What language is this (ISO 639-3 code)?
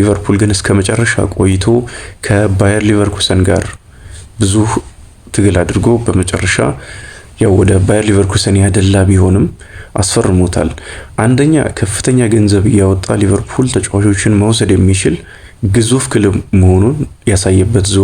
amh